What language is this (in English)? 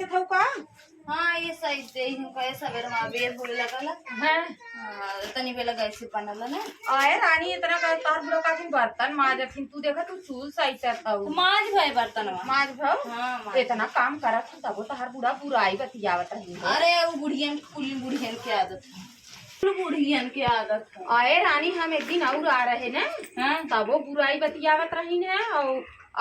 Awadhi